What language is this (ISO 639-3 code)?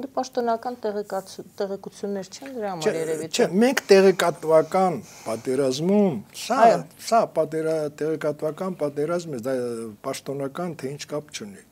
hye